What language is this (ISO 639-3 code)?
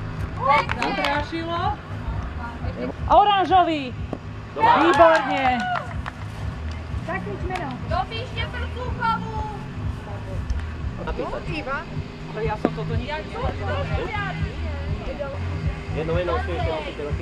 slk